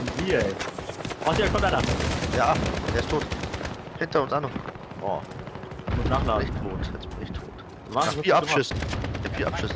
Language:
Bavarian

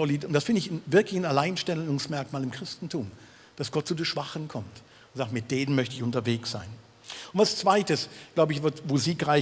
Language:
Swiss German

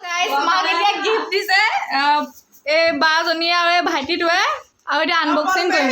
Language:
Assamese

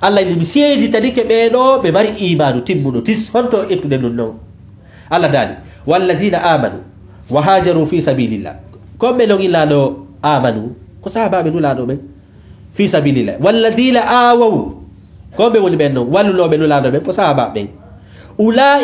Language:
Fula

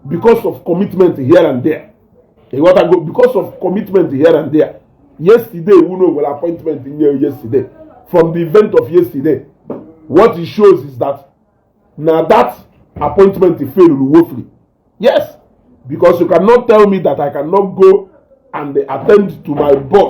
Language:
Igbo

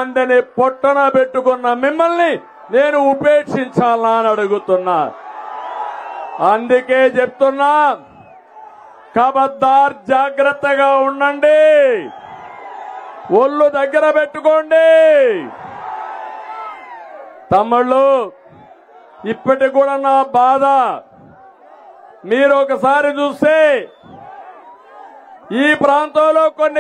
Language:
Telugu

